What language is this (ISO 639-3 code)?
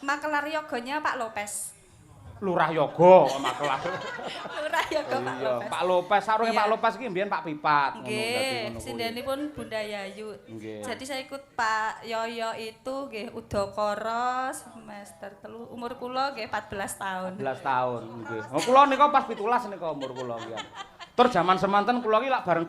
jav